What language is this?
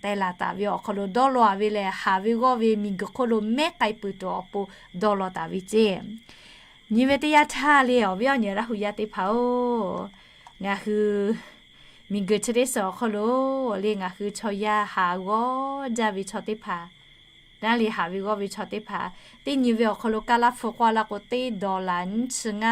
Lahu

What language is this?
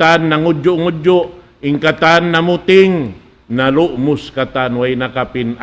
Tausug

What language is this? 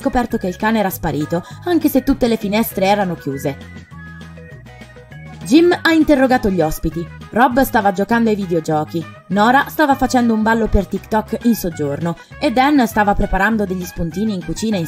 Italian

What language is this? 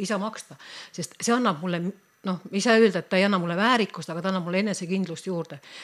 Estonian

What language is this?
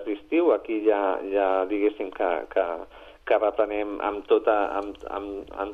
Catalan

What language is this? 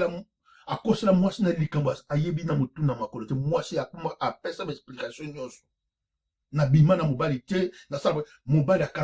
Lingala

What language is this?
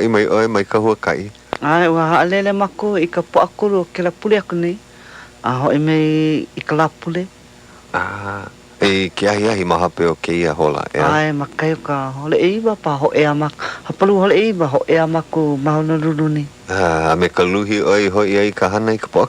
Hawaiian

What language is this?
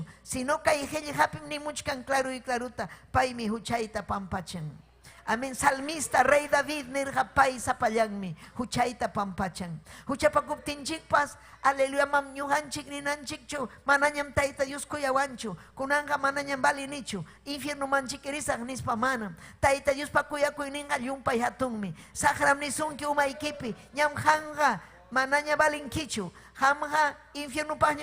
Ayacucho Quechua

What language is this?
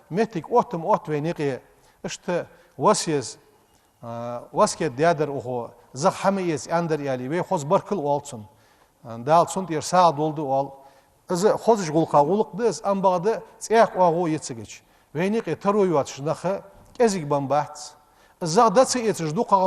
Ingush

